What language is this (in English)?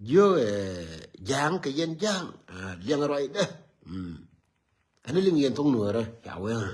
Nuer